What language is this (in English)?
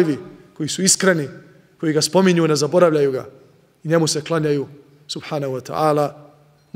Bosnian